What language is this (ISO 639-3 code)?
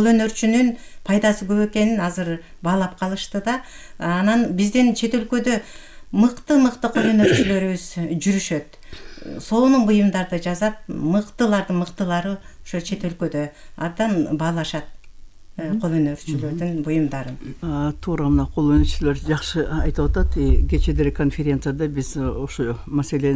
kir